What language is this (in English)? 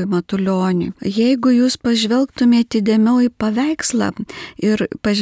Lithuanian